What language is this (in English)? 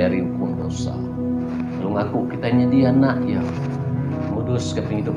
Iban